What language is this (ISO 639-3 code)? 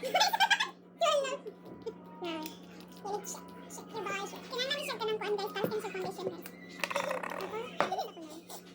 ceb